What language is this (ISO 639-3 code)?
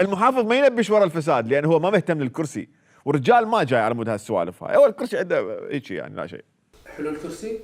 acm